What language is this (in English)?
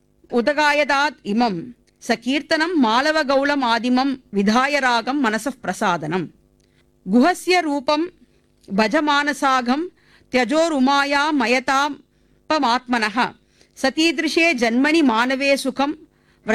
Tamil